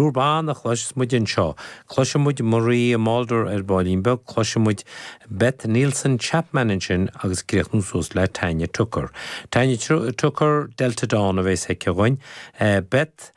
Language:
Irish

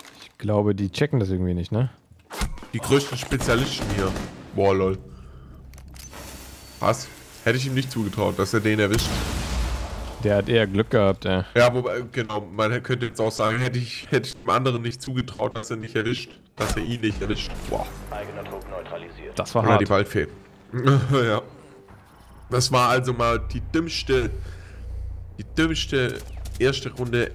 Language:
German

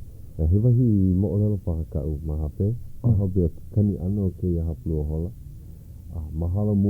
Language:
Hawaiian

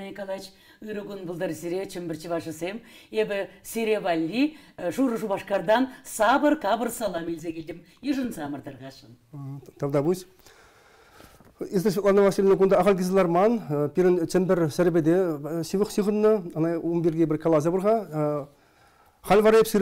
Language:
Chuvash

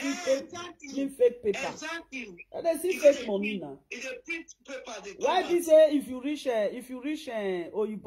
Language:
Nigerian Pidgin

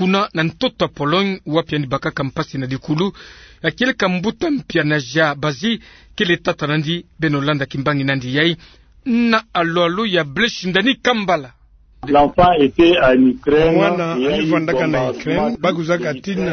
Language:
Kituba (Democratic Republic of Congo)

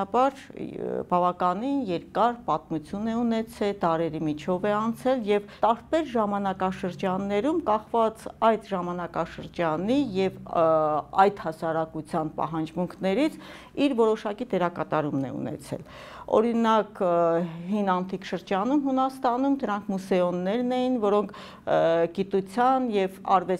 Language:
Armenian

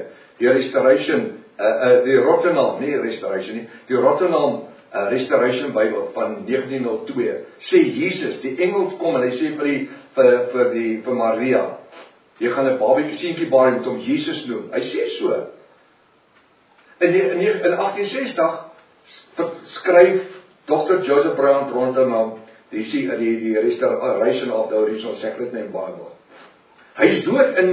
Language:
Afrikaans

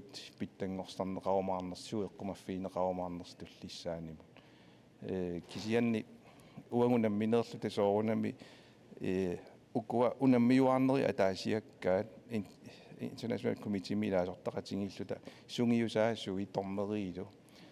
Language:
Kalaallisut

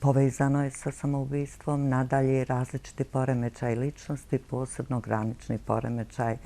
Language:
Bosnian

